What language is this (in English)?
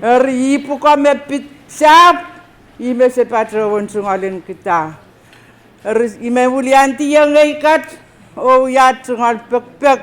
Pohnpeian